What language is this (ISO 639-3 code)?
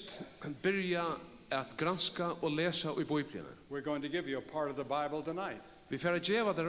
fao